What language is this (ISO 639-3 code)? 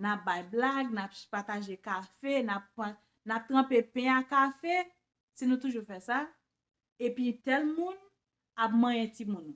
hat